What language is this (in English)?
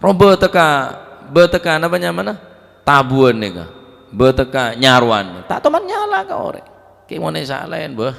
Madurese